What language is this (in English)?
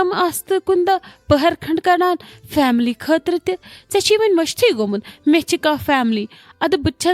Kashmiri